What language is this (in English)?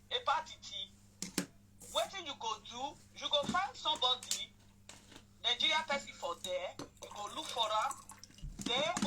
Nigerian Pidgin